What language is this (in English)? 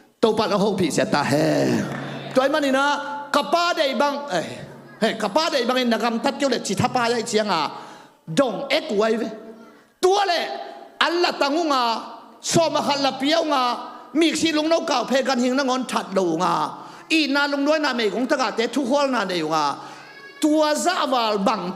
Tedim Chin